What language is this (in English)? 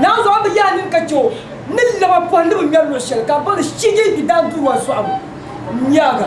Dagbani